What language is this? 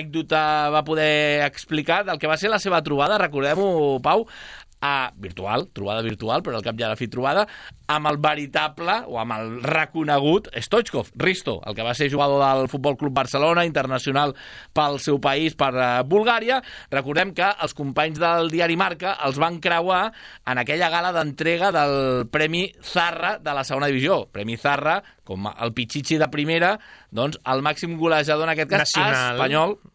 Catalan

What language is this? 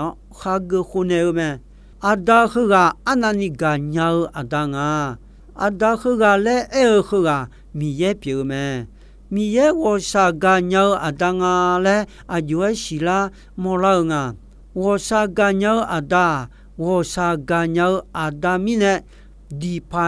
Akha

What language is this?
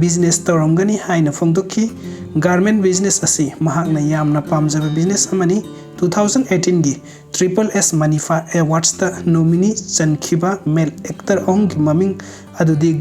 Manipuri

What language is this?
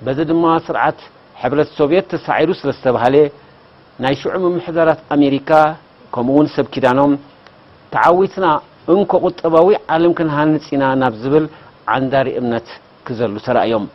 Tigrinya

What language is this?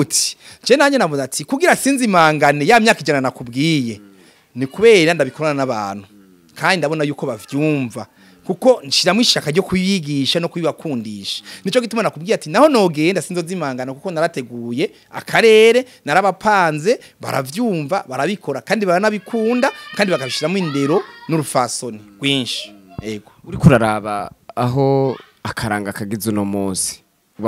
Rundi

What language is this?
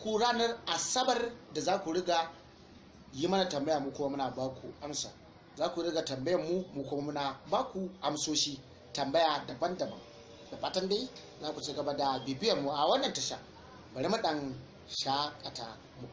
Hausa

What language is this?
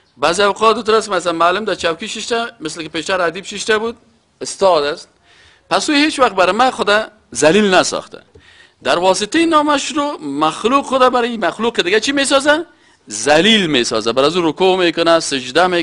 Persian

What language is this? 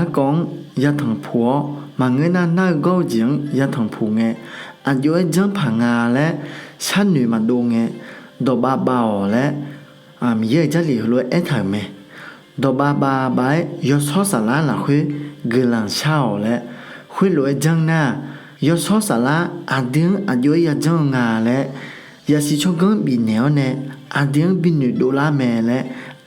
Akha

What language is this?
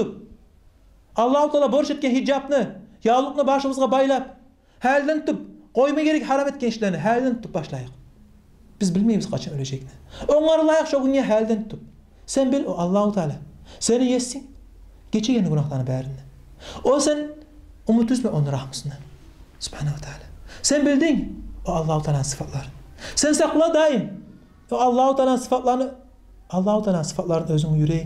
Kumyk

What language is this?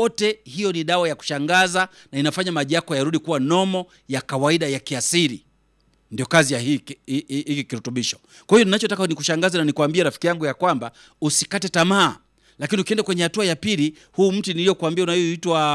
Swahili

